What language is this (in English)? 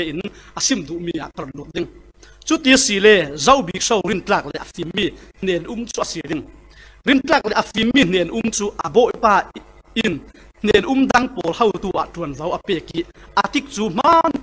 Falam Chin